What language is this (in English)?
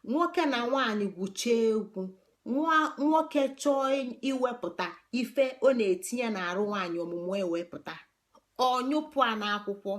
Igbo